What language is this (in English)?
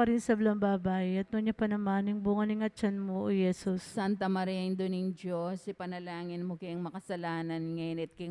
Pampanga